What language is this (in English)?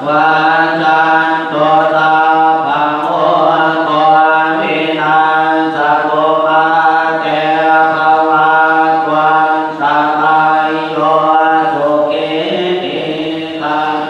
Pali